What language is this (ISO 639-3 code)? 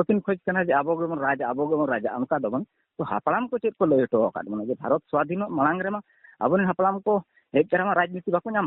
sat